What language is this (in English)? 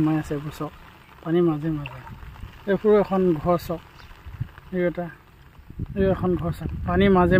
Assamese